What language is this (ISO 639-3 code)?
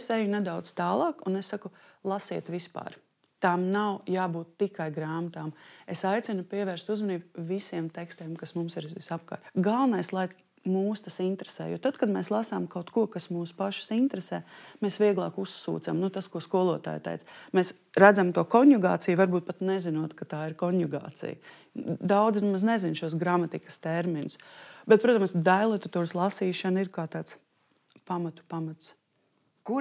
lav